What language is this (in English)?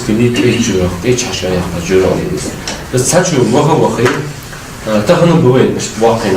Ingush